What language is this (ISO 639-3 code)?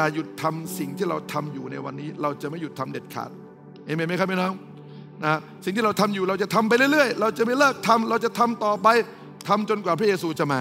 tha